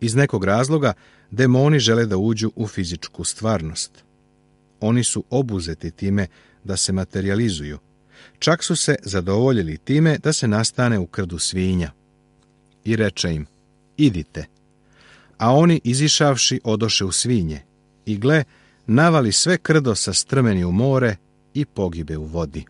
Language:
Serbian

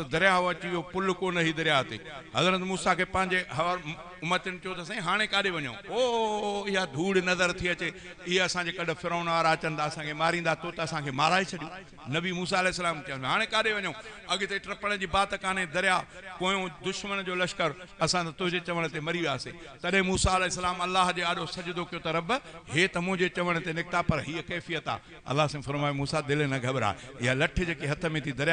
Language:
Sindhi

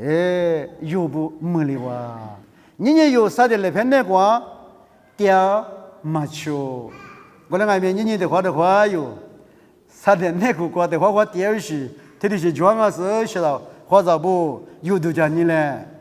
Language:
Lisu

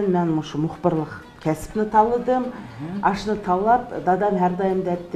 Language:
Uyghur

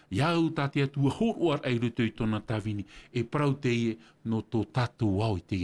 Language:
Tahitian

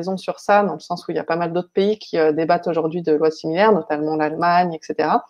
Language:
French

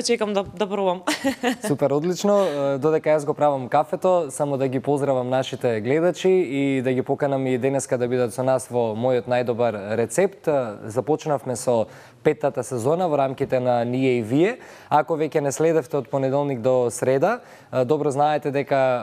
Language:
Macedonian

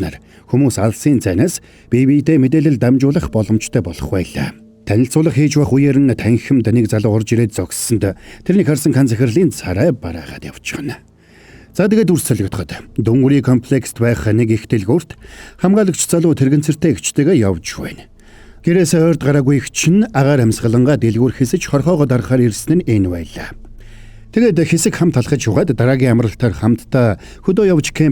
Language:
Mongolian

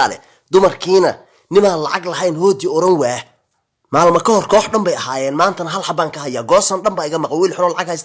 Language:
Somali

